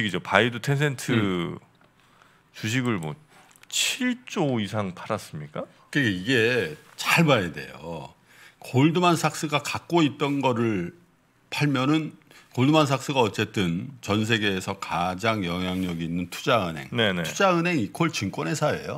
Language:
Korean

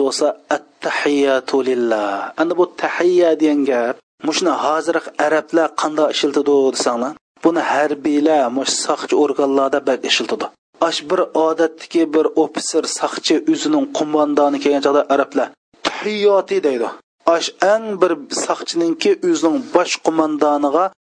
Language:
Uyghur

